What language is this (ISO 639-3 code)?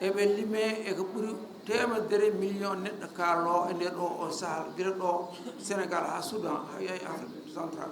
ful